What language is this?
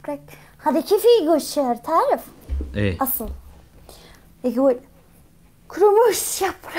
Mesopotamian Arabic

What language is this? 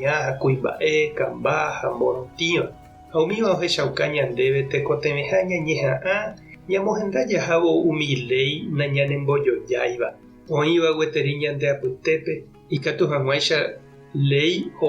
Guarani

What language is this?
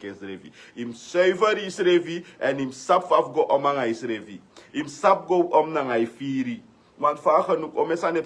Sranan Tongo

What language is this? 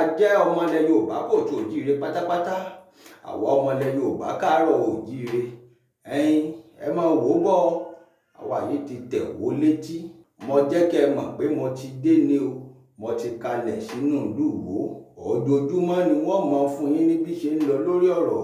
Yoruba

